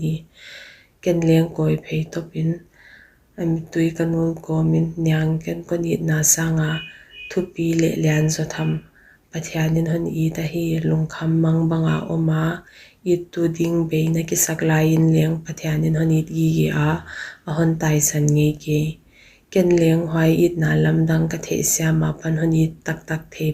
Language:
Paite Chin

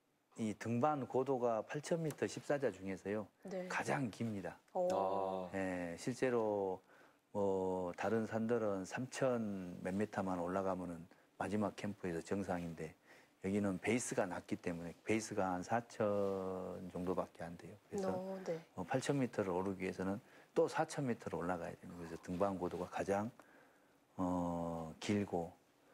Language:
Korean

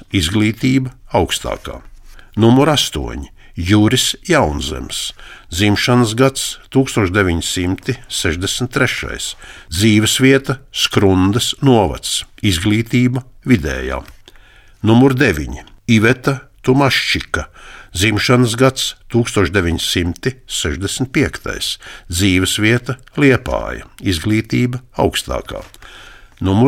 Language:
Latvian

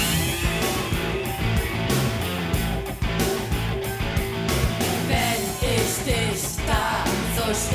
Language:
German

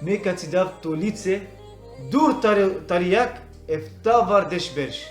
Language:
Balkan Romani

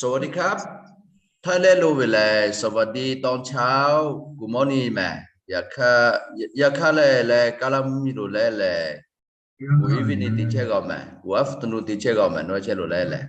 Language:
Lahu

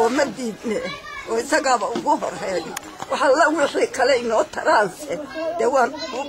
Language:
Somali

